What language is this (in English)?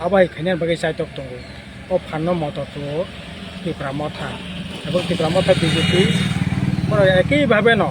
Kok Borok